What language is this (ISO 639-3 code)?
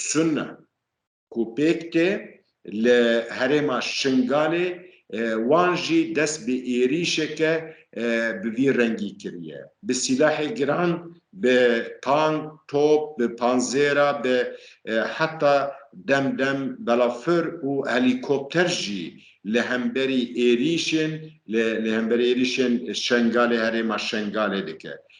kur